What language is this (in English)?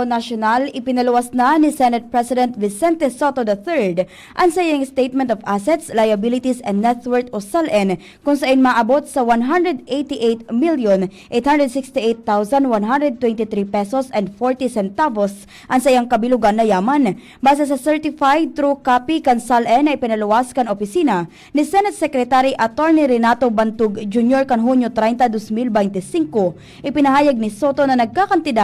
Bikol